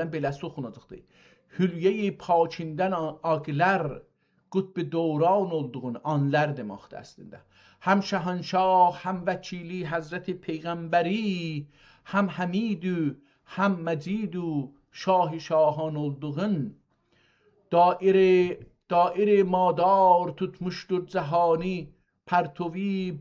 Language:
South Azerbaijani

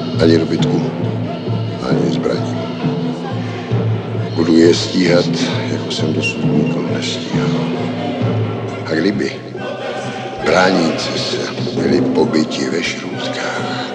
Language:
Czech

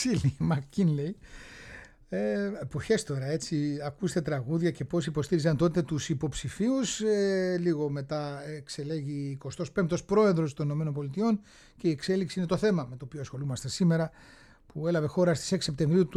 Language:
Greek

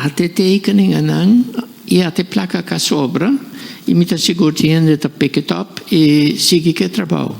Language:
Papiamento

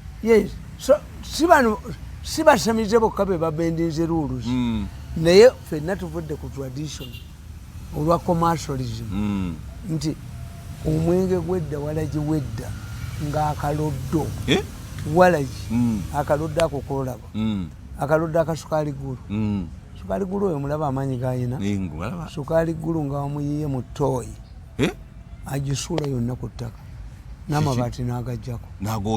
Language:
Ganda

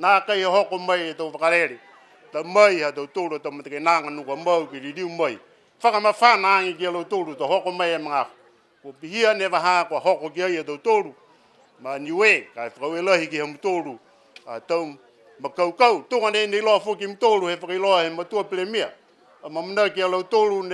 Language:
Niuean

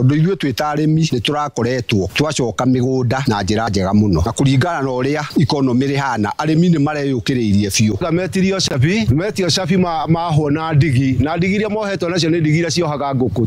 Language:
Kikuyu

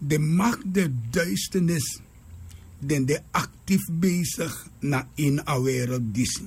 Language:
Sranan Tongo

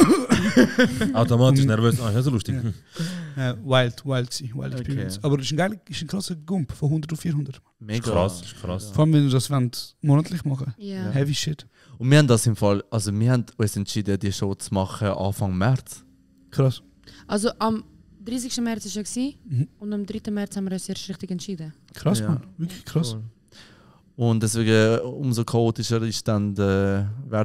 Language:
Swiss German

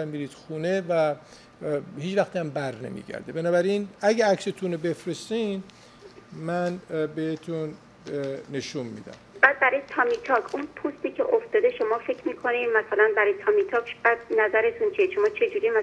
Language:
Persian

